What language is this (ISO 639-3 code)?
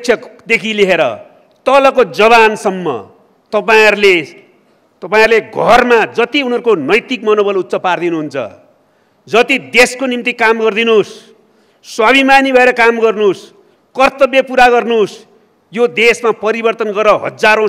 nep